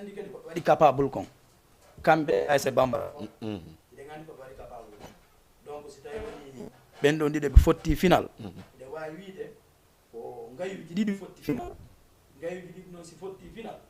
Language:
Fula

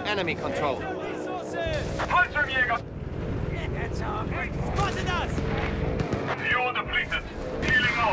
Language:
English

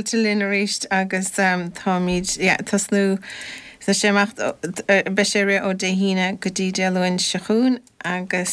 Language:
Irish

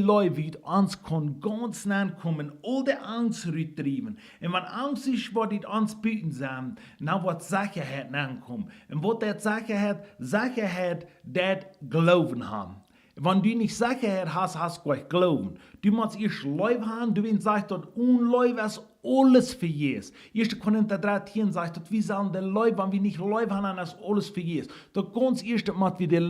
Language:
Plautdietsch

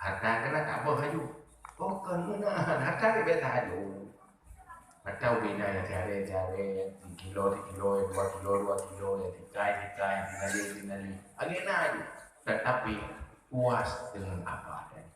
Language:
Achinese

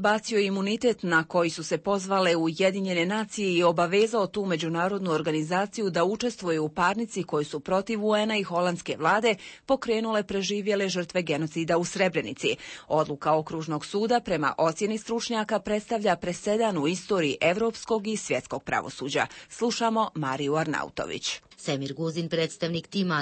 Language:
Bosnian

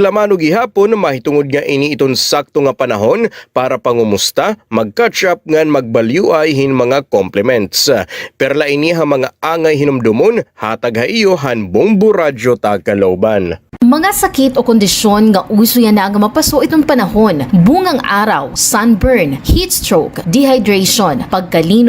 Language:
Waray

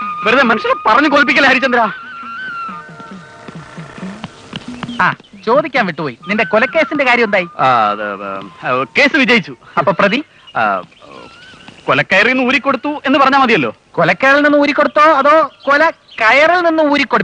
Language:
Malayalam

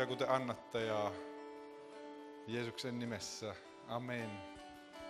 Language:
Finnish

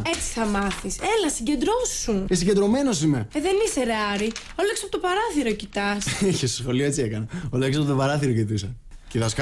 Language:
Greek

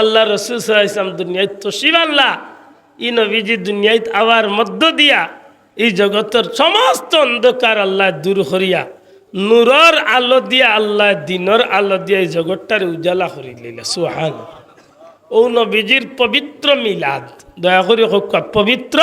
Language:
Sylheti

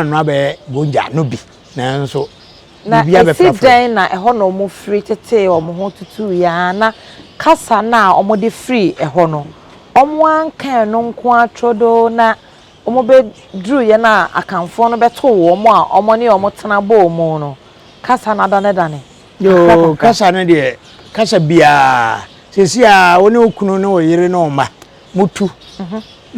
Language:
Akan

